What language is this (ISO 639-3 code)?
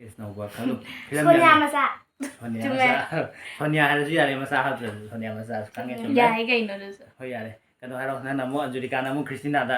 mni